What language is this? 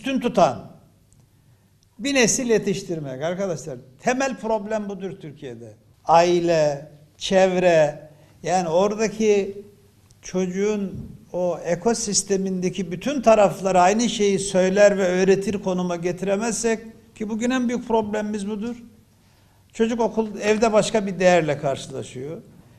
Turkish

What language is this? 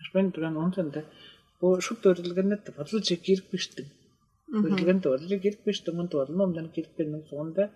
Tuvinian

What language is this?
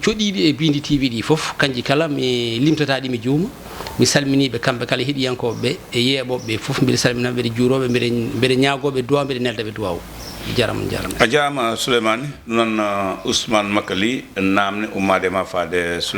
Fula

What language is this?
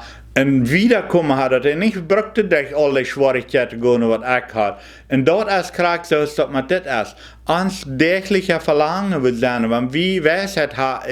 Plautdietsch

